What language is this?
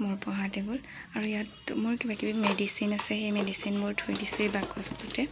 Assamese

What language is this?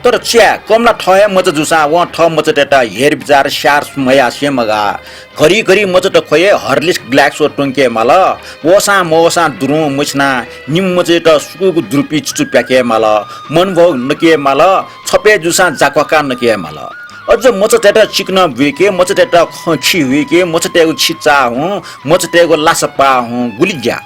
Newari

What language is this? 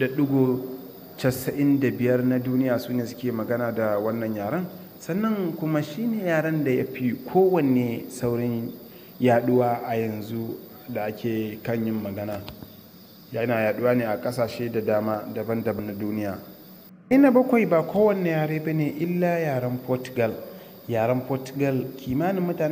Hausa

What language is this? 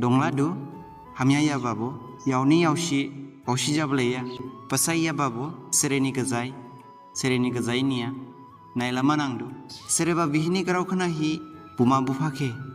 Dimasa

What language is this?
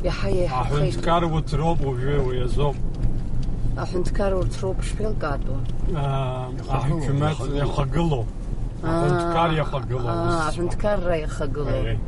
Abkhazian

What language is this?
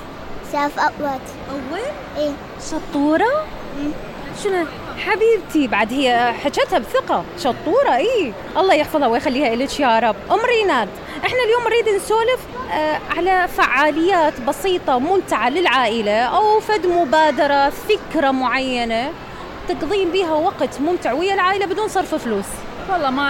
Mesopotamian Arabic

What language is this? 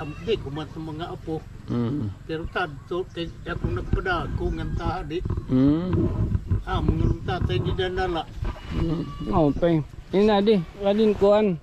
Waray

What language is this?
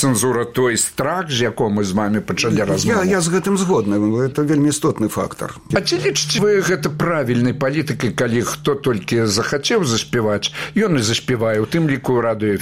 Belarusian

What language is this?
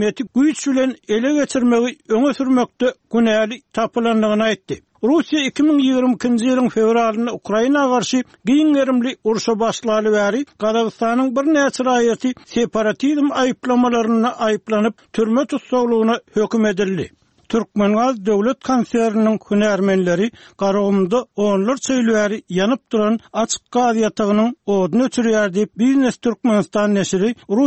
Turkmen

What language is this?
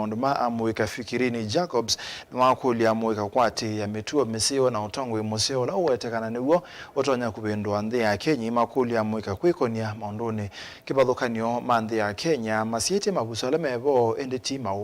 Kamba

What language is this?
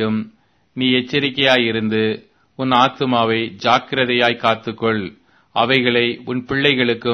Tamil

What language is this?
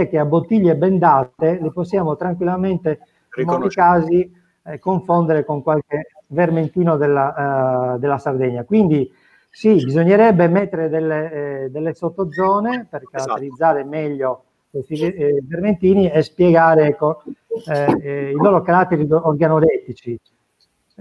Italian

